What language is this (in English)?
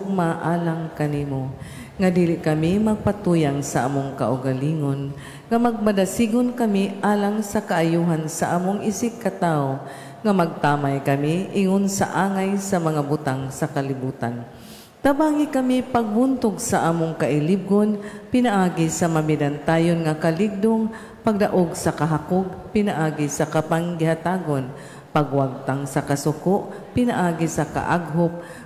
Cebuano